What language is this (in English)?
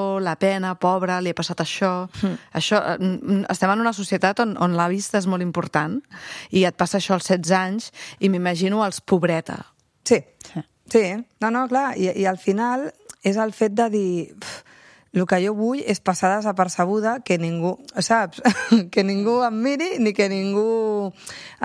Catalan